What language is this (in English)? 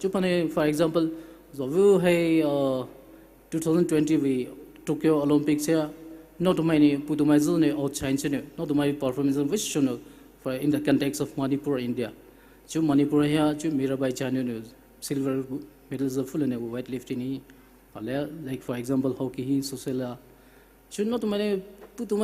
Poumei Naga